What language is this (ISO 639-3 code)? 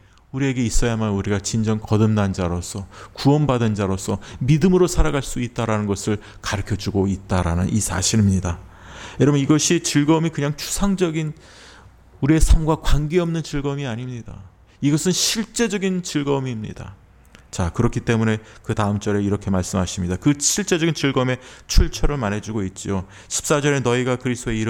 kor